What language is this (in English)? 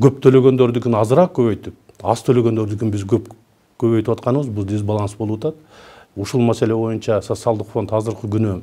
Kyrgyz